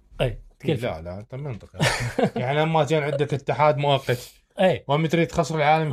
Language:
Mesopotamian Arabic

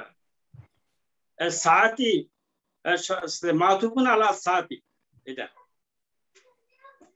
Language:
Bangla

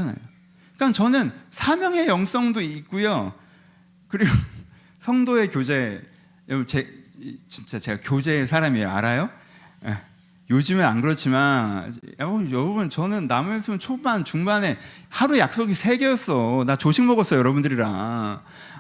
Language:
Korean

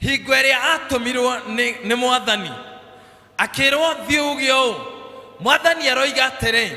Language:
Kikuyu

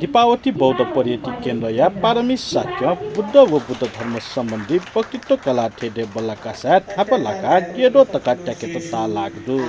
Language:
Newari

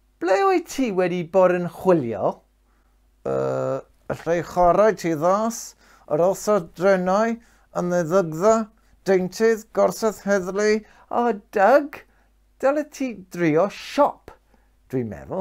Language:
Welsh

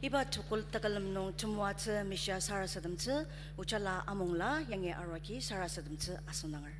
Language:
Ao Naga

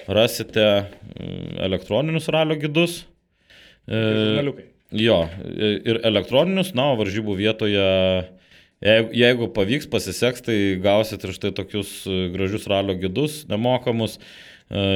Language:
Lithuanian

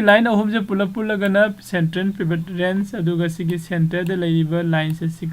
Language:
Manipuri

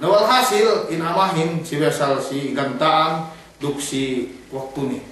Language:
Yakan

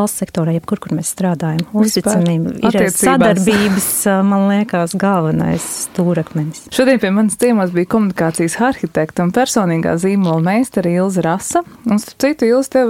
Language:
Latvian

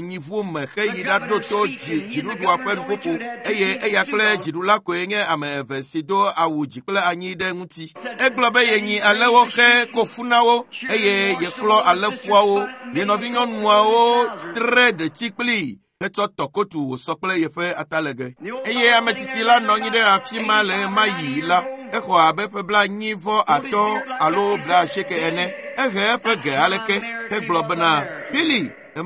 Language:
Ewe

